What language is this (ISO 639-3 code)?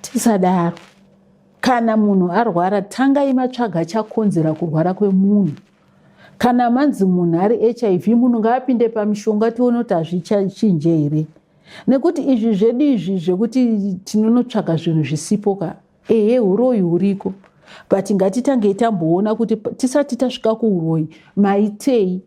sna